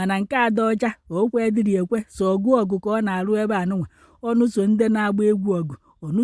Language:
Igbo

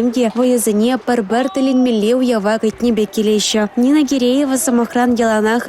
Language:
Chuvash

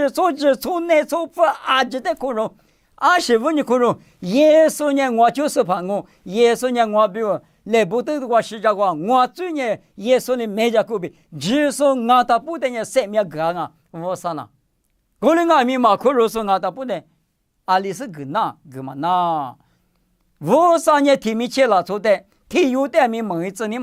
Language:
Lisu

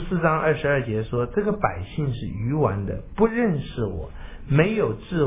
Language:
Chinese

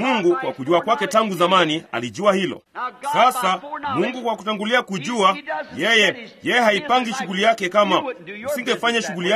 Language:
Swahili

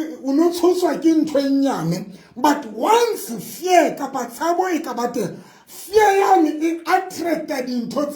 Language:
Southern Sotho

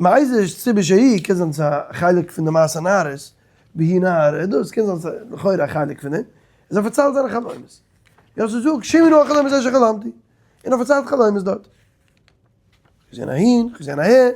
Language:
Yiddish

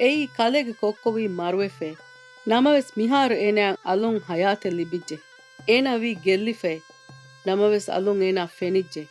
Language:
Divehi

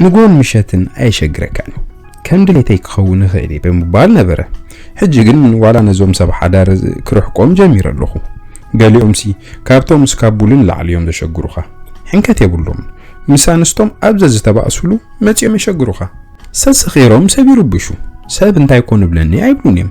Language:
Tigrinya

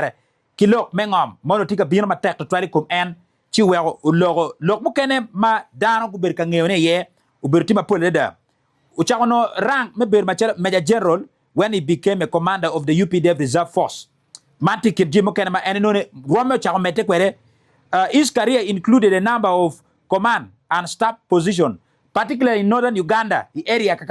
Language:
Acoli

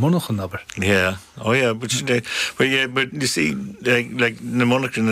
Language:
Irish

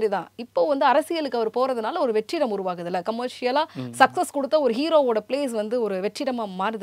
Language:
Tamil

